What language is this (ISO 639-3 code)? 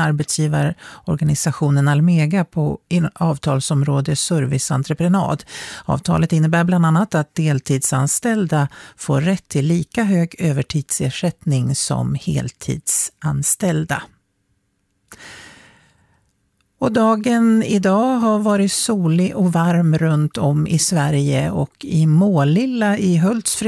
swe